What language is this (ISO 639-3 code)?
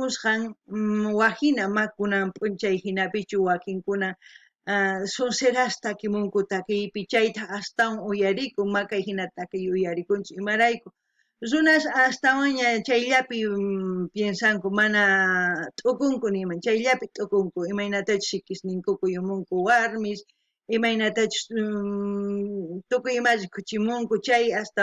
quh